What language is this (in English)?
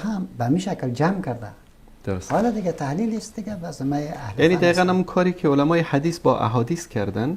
Persian